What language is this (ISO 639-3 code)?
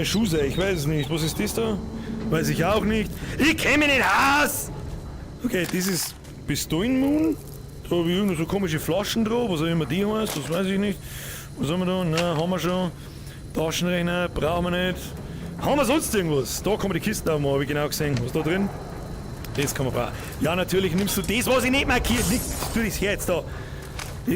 bar